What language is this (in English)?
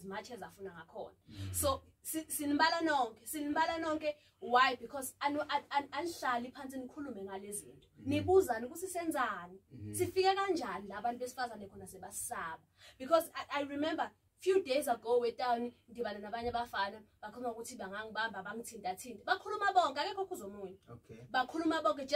Zulu